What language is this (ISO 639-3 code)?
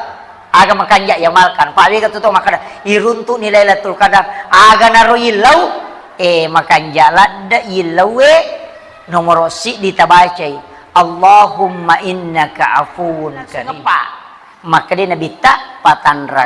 bug